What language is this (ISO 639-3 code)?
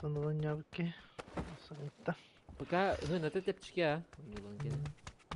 sah